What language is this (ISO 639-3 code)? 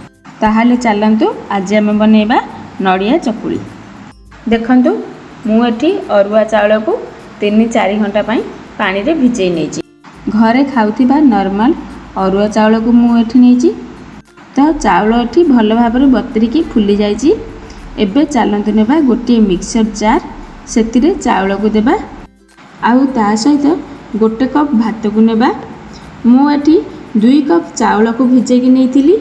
ori